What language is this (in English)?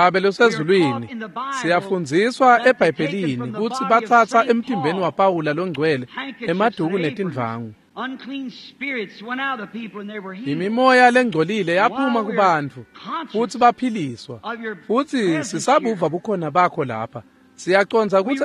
Swati